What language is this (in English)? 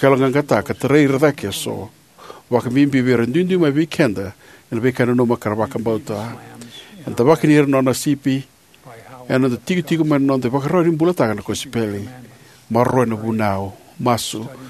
Fijian